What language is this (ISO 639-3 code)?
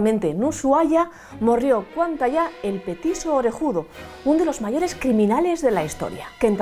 ast